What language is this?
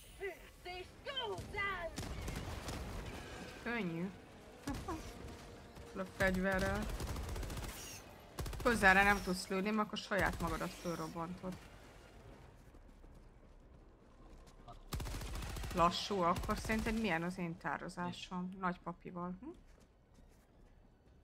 Hungarian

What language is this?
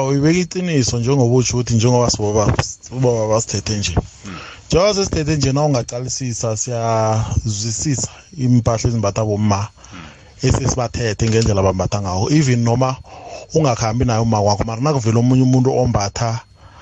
South Ndebele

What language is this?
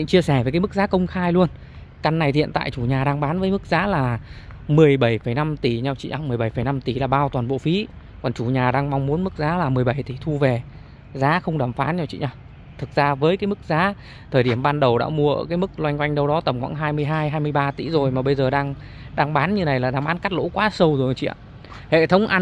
Vietnamese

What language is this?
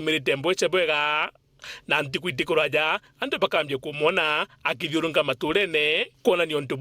Meru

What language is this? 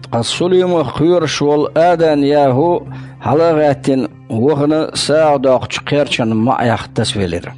Chechen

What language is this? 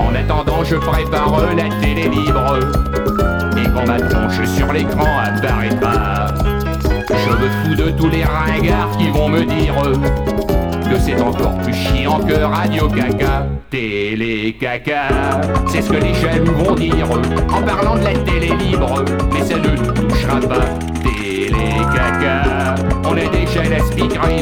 French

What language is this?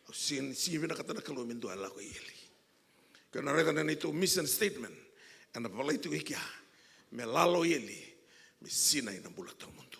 Fijian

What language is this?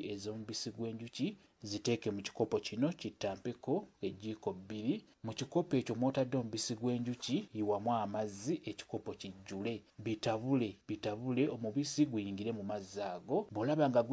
Ganda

